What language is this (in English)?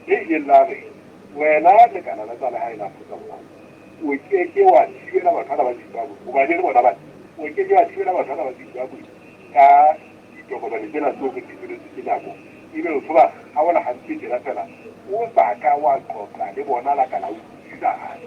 Southern Sotho